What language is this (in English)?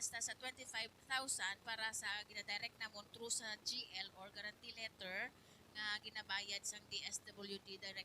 Hiligaynon